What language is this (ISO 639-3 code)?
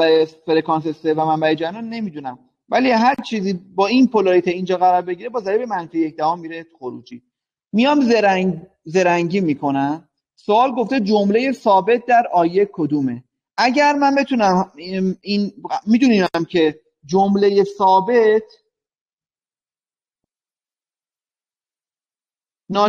fas